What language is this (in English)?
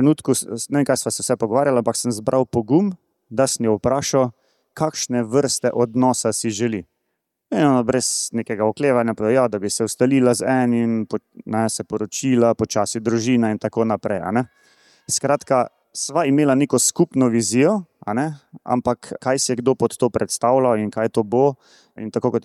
Slovenian